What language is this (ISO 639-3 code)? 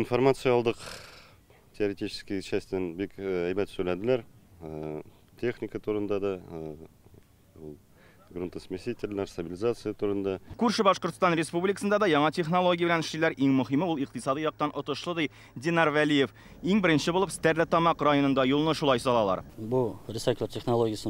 tat